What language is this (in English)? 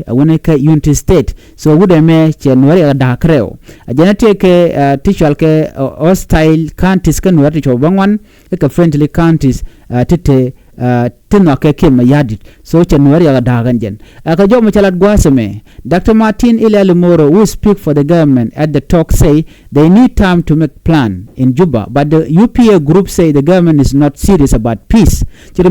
Nuer